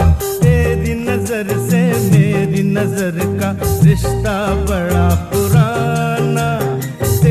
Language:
Hindi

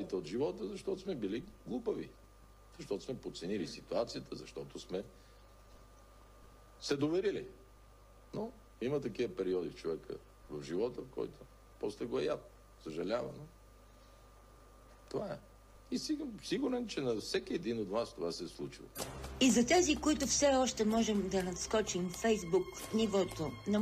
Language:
Bulgarian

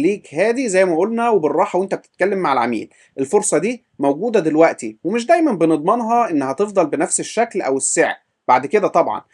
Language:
Egyptian Arabic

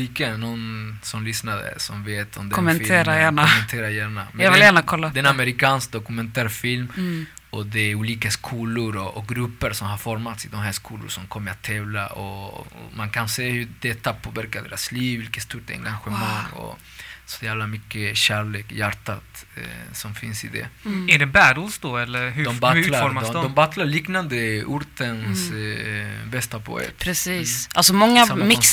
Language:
Swedish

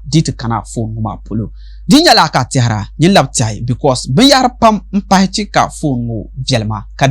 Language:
Dagbani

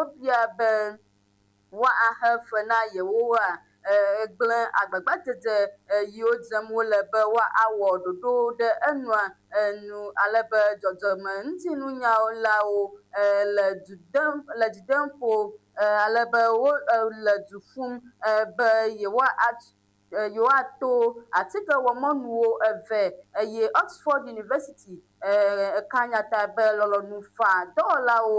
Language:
Ewe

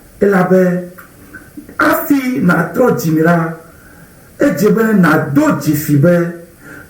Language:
Ewe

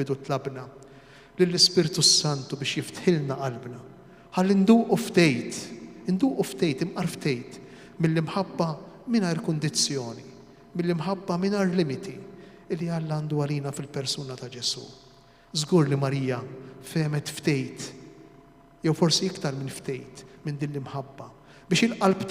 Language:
Maltese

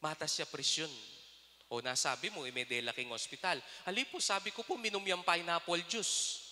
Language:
Pampanga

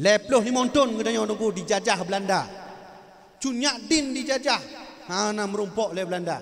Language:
Achinese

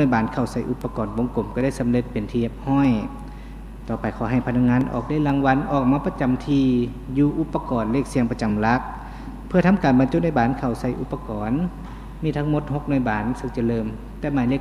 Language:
Lao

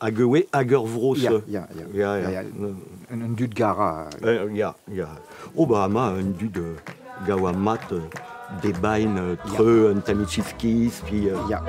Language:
Breton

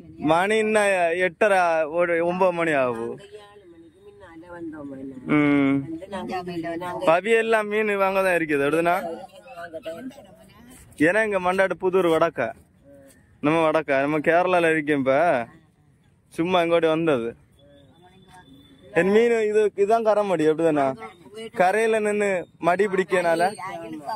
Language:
Tamil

